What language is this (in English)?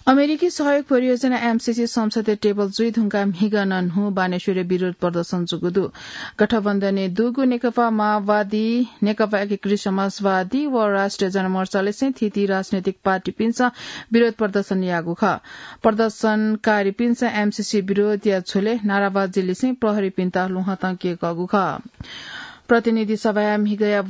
Newari